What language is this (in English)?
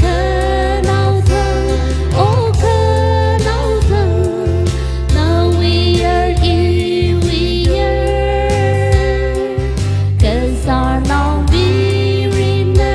Tangkhul Naga (India)